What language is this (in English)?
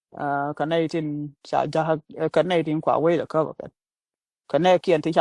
Nuer